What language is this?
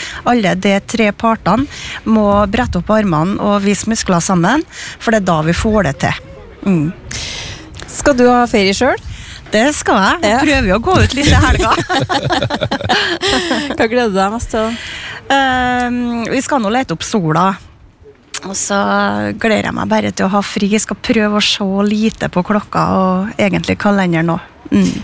Norwegian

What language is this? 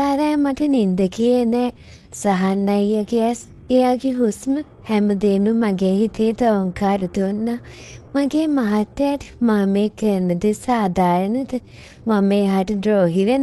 Sinhala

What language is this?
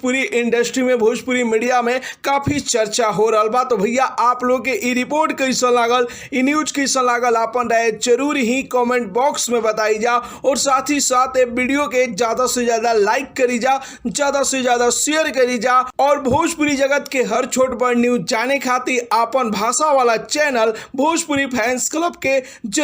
Bhojpuri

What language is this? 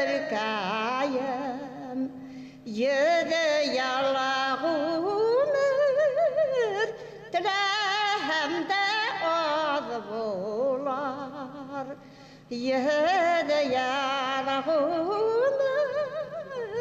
Bashkir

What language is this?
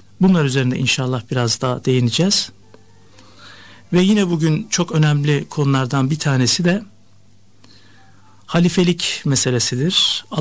Turkish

